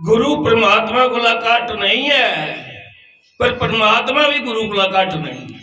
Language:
Dogri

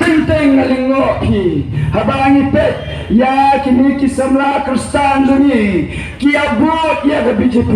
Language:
Khasi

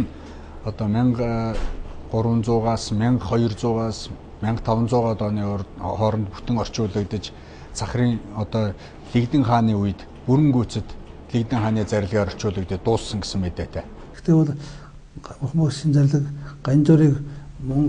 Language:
Mongolian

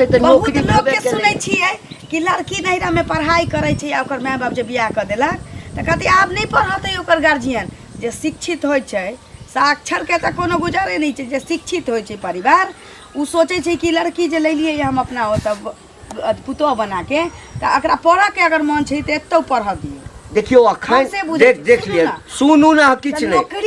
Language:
Maithili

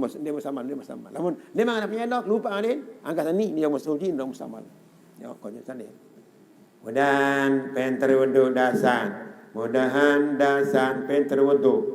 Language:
Sasak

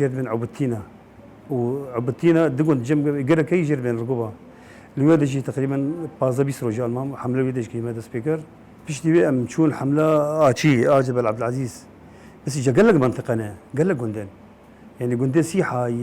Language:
Kurdish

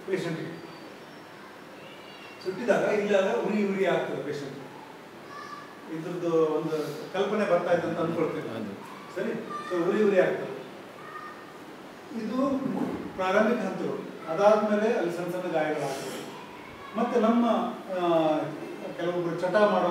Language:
Kannada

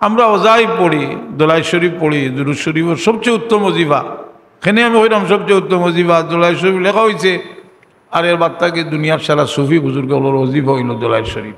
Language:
Sylheti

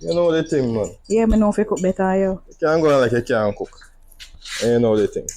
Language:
Jamaican Creole English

